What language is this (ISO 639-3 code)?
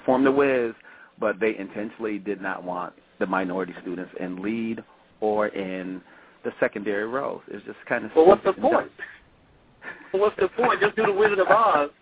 eng